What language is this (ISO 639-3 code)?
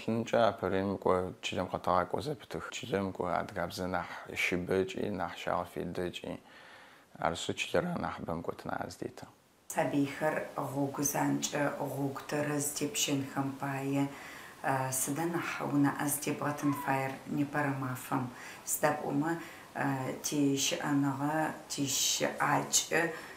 ady